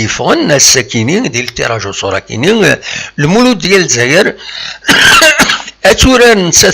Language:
Kabyle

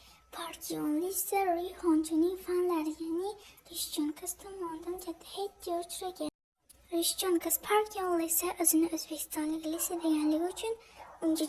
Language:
Uzbek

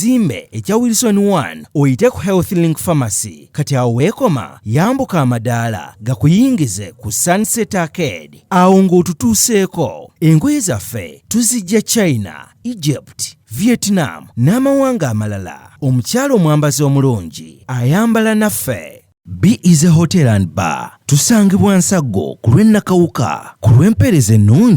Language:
Ganda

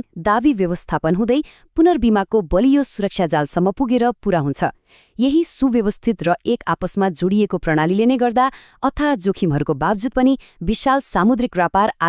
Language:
Nepali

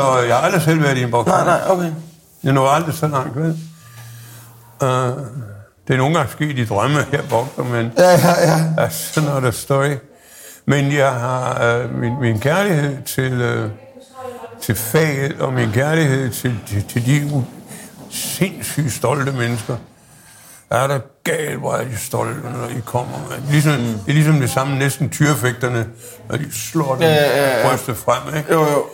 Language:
Danish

